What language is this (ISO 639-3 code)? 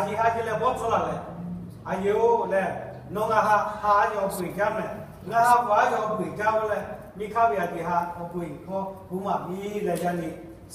lhu